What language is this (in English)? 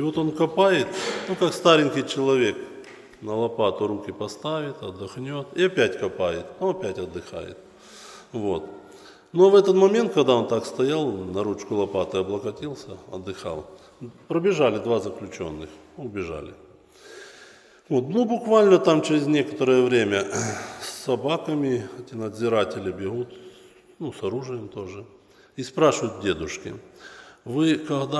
Russian